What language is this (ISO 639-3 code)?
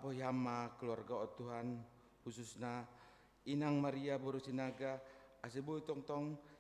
bts